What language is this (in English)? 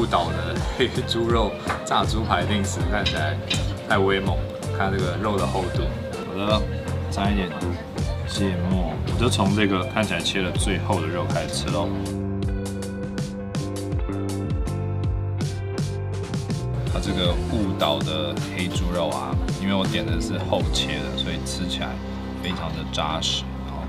Chinese